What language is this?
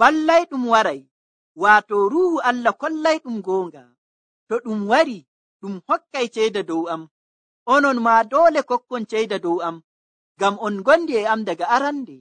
Nigerian Fulfulde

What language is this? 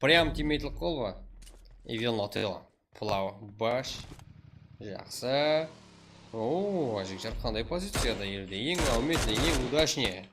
Kara-Kalpak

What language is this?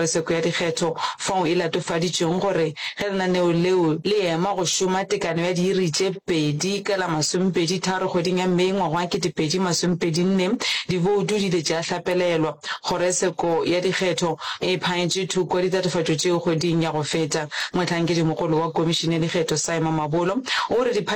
Northern Sotho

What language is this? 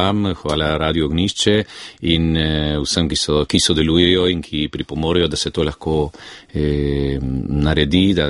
Slovenian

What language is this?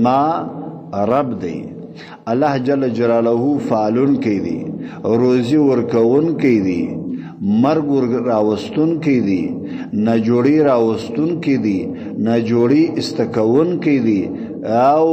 Pashto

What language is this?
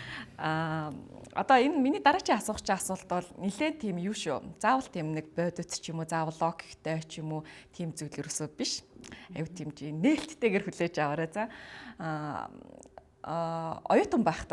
Mongolian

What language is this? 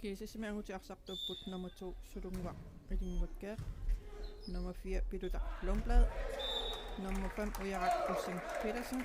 Kalaallisut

